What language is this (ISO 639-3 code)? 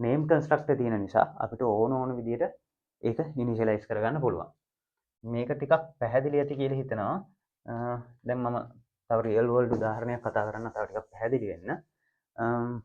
sin